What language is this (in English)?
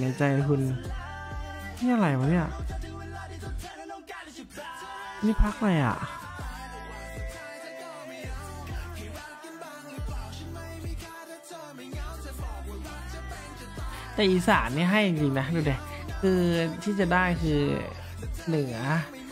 Thai